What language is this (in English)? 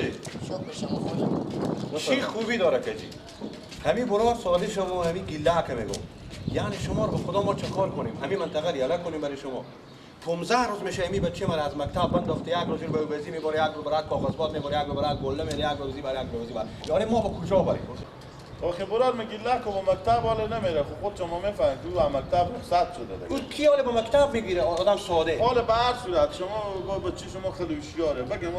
Persian